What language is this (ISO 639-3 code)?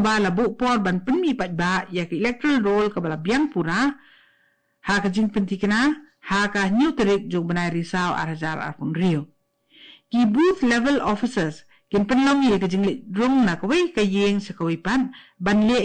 kha